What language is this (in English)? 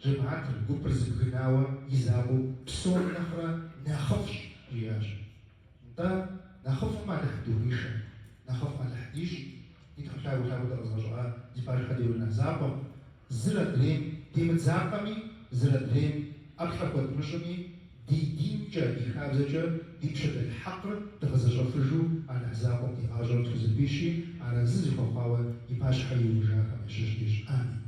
Kabardian